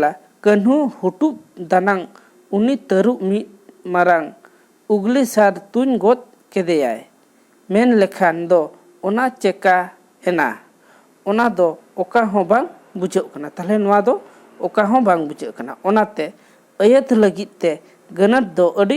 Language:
Santali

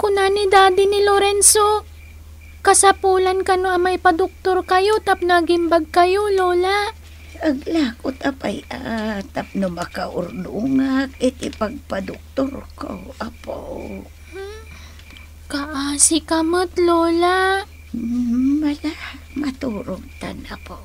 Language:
Iloko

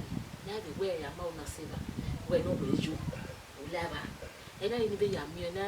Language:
Bini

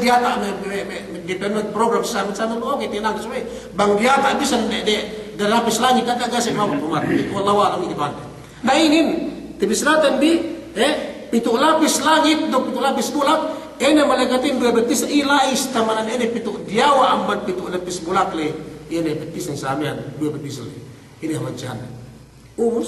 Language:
Yakan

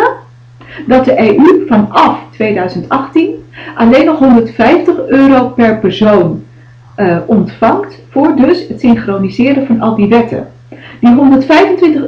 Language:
Dutch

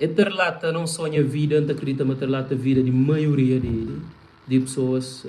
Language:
Kabuverdianu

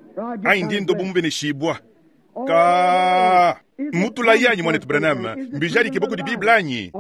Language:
Luba-Lulua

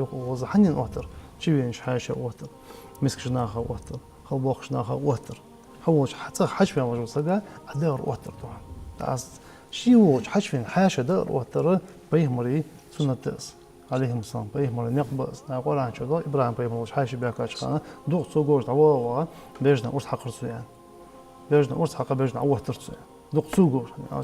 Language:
Ingush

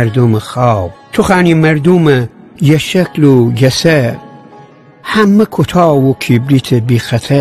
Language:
Gilaki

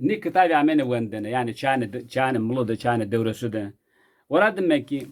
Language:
Zaza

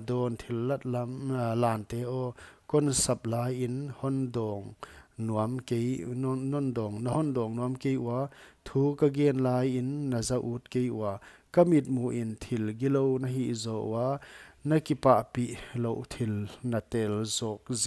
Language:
Paite Chin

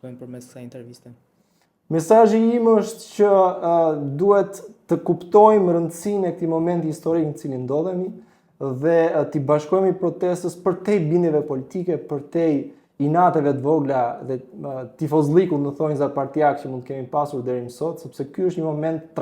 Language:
Albanian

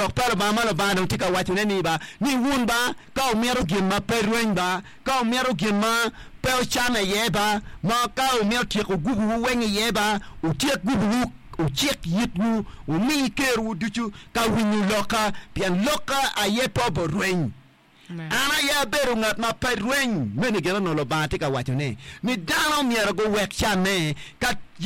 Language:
Acoli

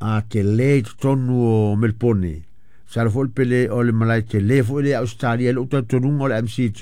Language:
Samoan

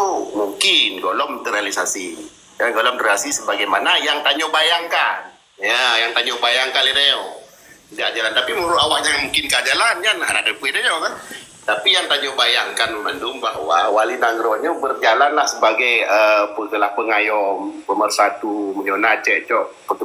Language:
Achinese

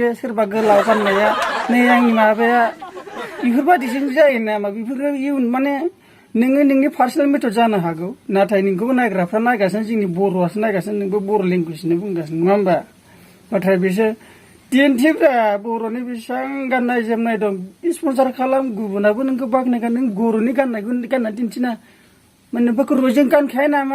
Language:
Bodo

